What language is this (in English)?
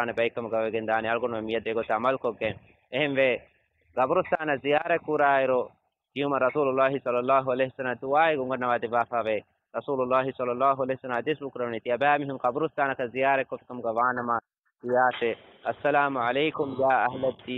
Divehi